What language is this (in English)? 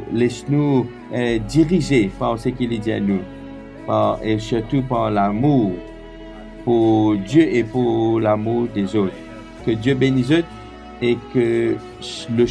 Morisyen